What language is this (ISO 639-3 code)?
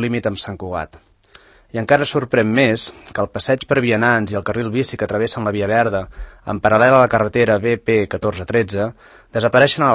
cat